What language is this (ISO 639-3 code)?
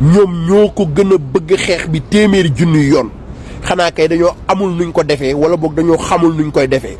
wol